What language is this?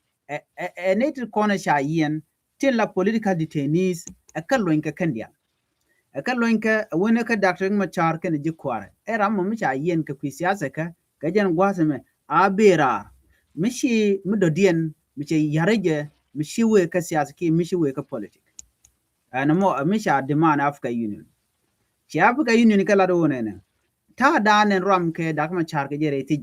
Nuer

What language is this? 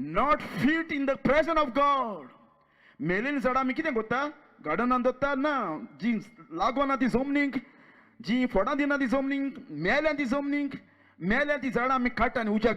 Konkani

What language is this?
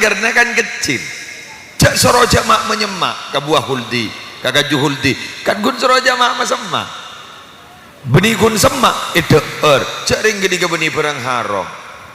Madurese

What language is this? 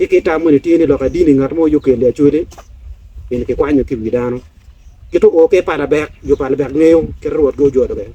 Acoli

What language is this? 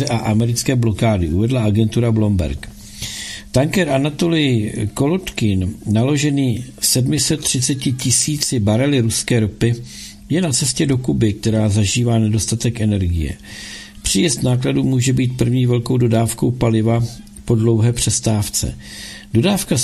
Czech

